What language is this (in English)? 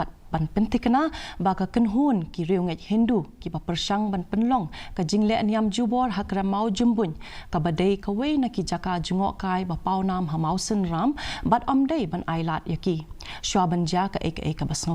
Khasi